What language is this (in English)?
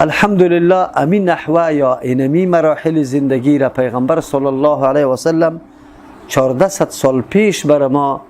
Persian